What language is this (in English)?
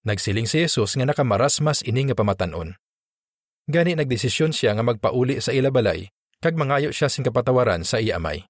Hiligaynon